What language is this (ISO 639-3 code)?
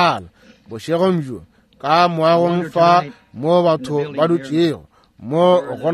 nso